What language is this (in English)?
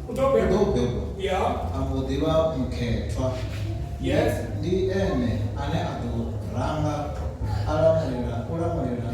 Venda